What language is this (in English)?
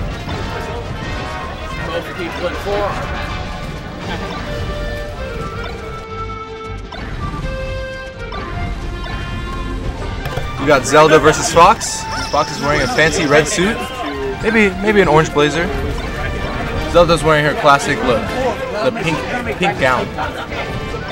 English